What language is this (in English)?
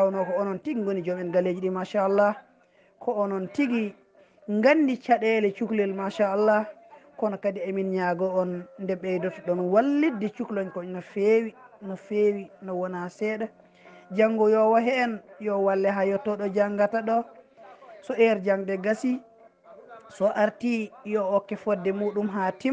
Fula